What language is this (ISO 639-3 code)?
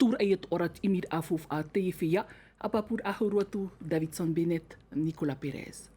tah